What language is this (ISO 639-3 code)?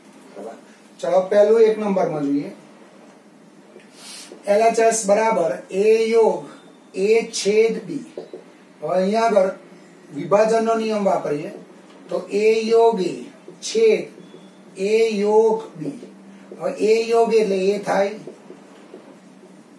guj